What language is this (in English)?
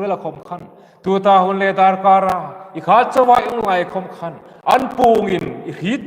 Hmar